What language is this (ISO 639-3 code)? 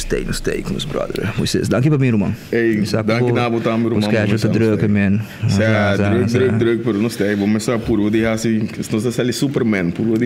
pap